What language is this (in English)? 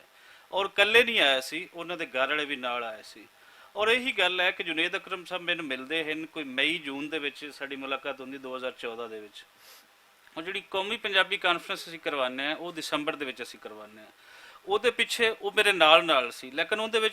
Western Panjabi